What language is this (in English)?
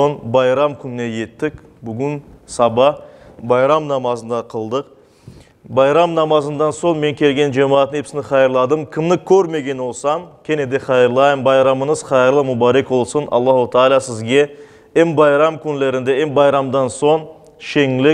Crimean Tatar